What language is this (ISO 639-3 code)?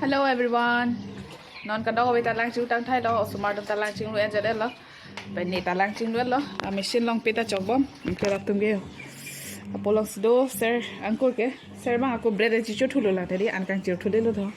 mjw